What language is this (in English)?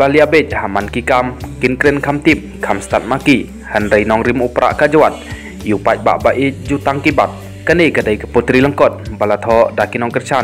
Khasi